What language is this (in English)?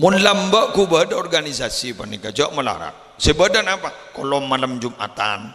Madurese